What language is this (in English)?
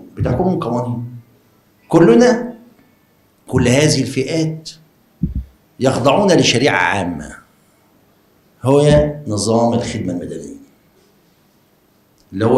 Egyptian Arabic